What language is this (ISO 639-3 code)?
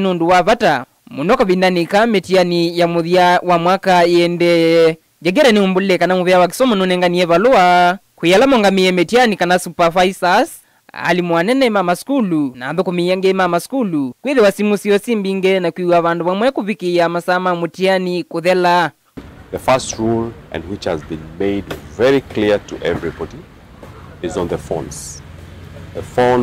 kam